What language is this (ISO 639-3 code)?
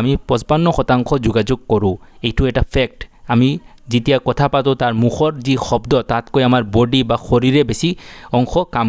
asm